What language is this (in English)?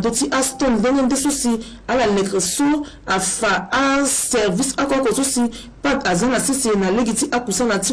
Sango